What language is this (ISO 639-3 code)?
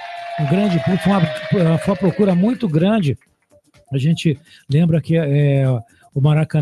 por